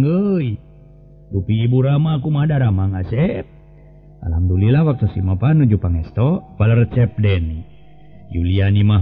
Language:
Sundanese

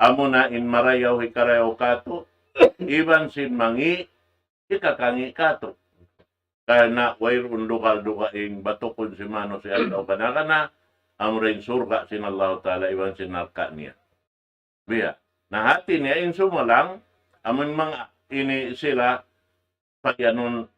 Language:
Tausug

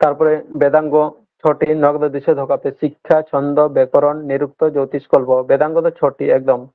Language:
Santali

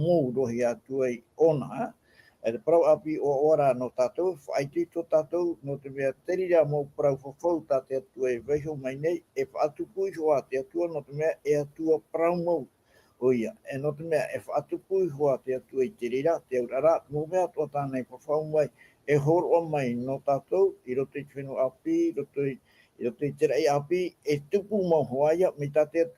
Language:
Tahitian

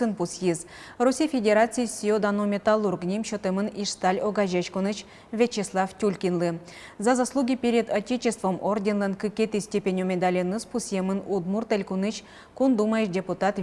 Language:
Udmurt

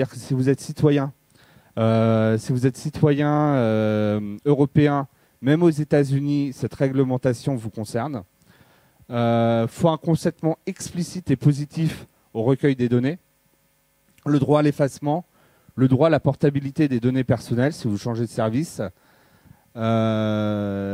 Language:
French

